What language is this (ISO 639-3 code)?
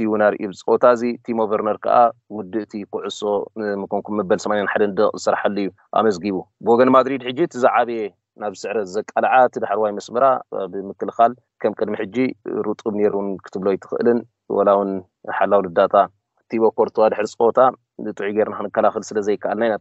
tir